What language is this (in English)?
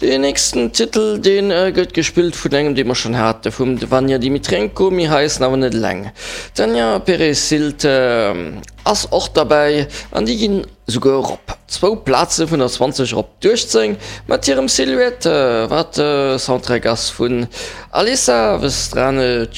Luxembourgish